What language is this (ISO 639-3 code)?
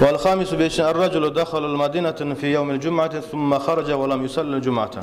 kum